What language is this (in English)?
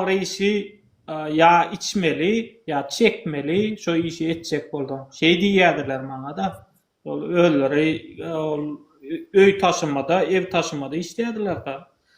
Turkmen